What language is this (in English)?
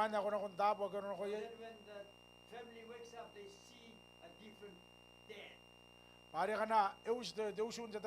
Gilbertese